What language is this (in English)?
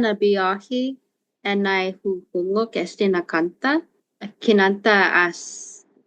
Chamorro